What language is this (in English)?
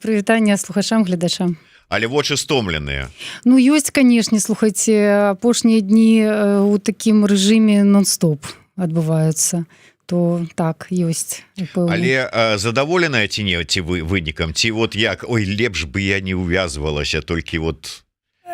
Belarusian